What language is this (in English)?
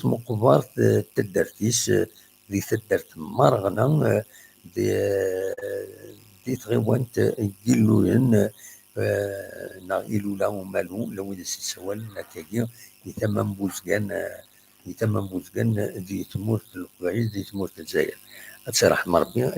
Kabyle